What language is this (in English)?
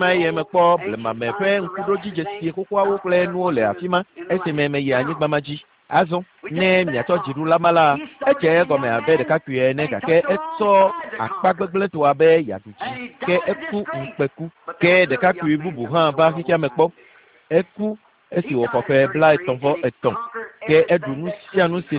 Ewe